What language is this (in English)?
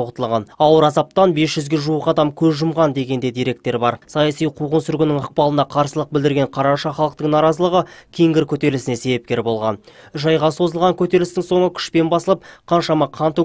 Kazakh